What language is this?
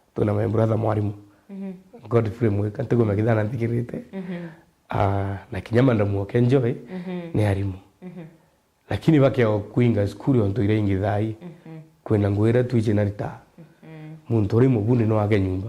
Meru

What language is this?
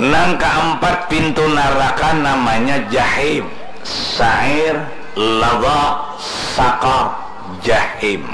Banjar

